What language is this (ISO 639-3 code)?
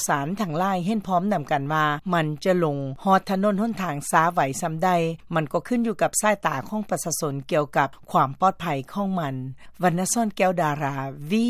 lao